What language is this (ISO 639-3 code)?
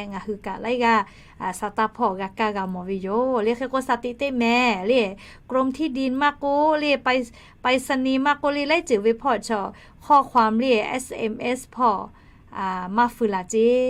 lhu